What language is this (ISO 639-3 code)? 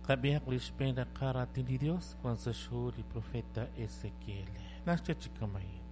kek